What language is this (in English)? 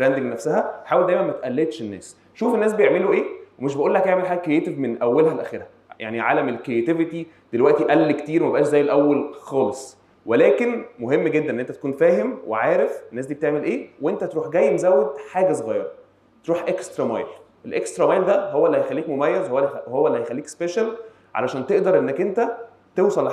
Egyptian Arabic